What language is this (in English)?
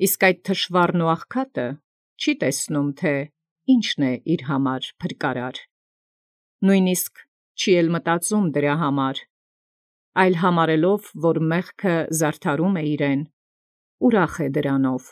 Armenian